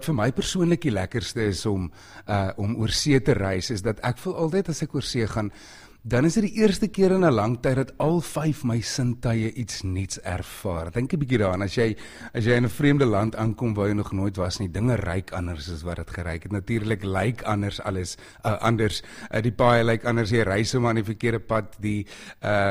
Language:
Afrikaans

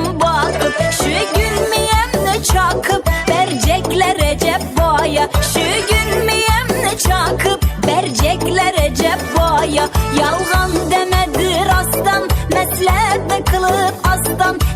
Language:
Kara-Kalpak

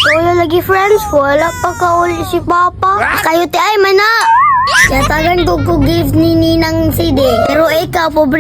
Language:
Cebuano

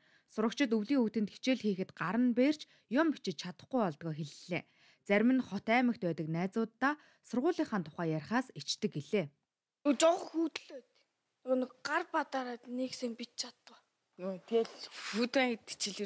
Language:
Mongolian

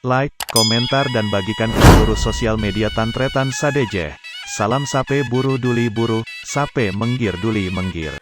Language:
Madurese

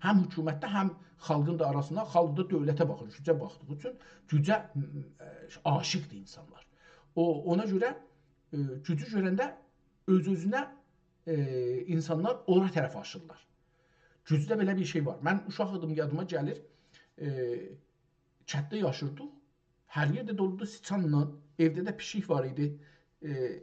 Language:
South Azerbaijani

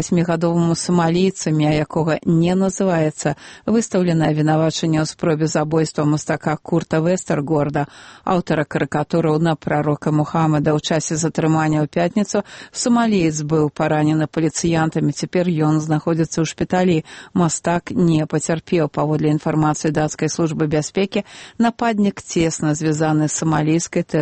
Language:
Belarusian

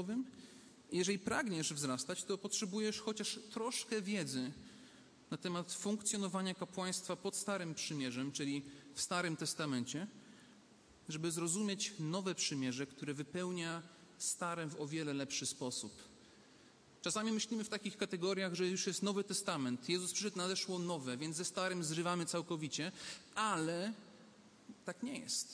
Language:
Polish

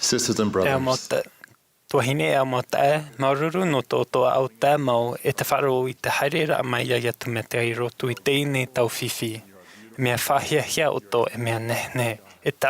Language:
Tahitian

